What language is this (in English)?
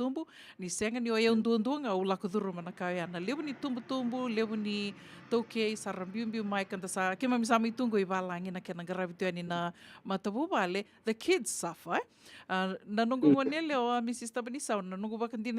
Fijian